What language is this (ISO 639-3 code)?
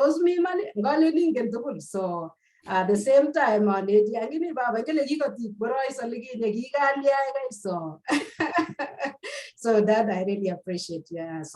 kln